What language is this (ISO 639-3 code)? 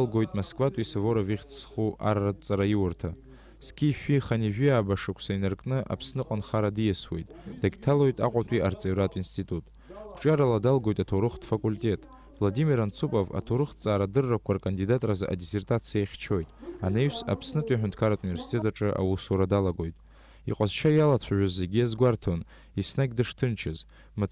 abk